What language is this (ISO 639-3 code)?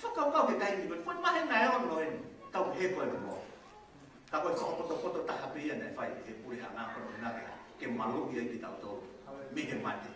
ton